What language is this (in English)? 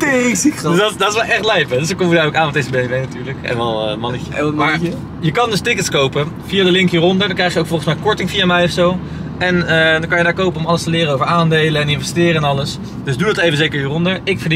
Dutch